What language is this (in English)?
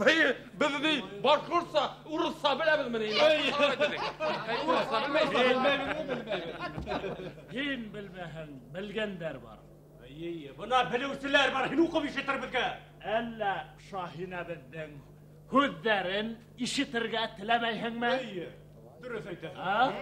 Bashkir